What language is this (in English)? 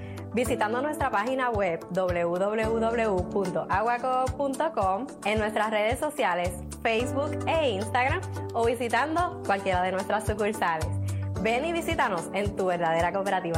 Spanish